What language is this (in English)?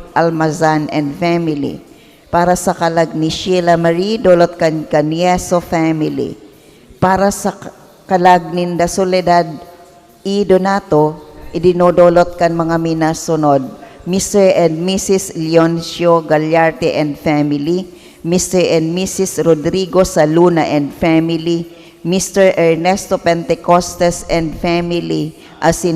Bikol